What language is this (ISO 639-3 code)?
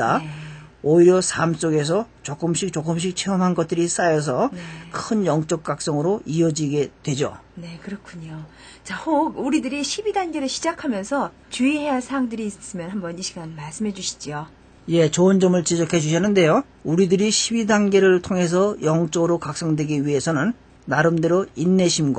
kor